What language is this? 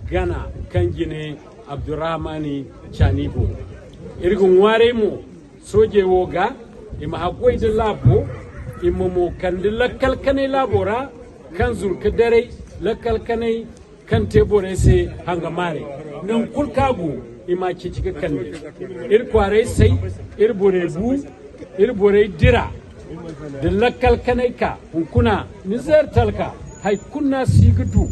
Zarma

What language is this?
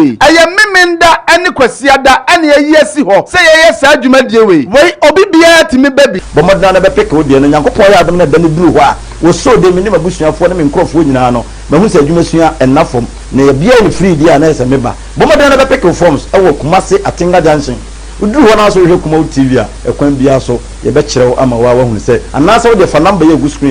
Akan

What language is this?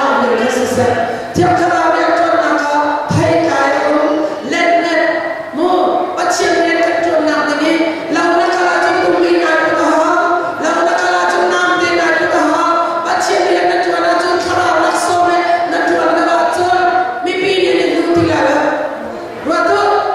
Hakha Chin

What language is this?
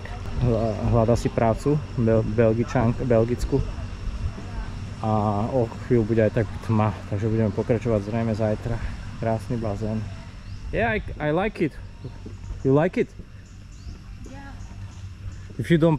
Slovak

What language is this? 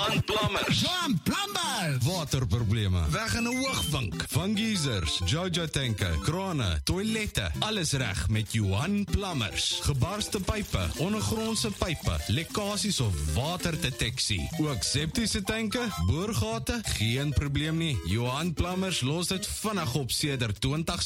Afrikaans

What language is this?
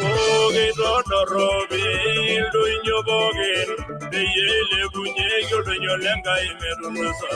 Masai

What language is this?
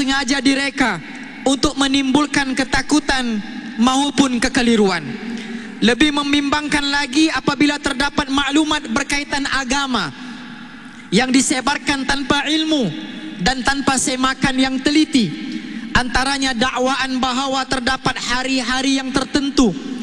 Malay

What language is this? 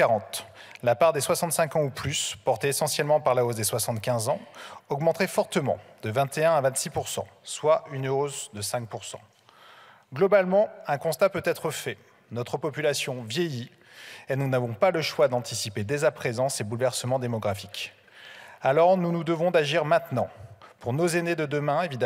French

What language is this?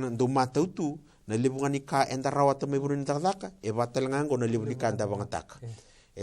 Fijian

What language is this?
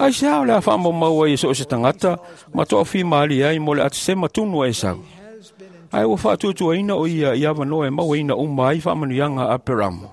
Samoan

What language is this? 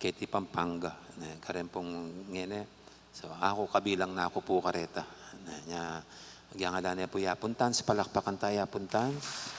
Pampanga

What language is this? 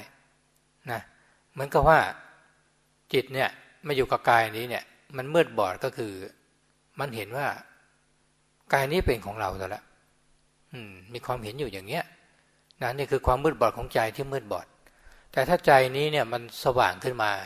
Thai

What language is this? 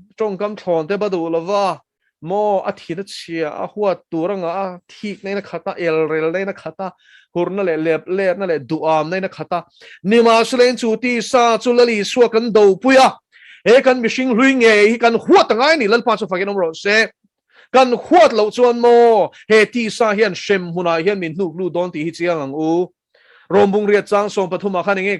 Mizo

